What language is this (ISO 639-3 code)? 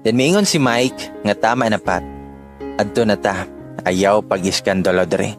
ceb